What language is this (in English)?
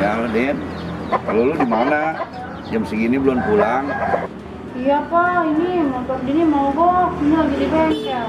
Betawi